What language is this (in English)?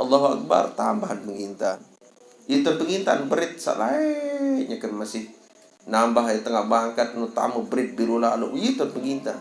Sasak